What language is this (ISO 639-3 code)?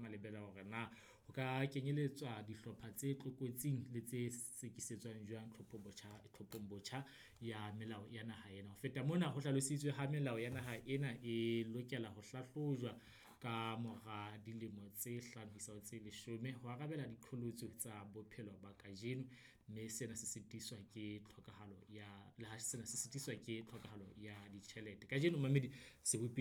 sot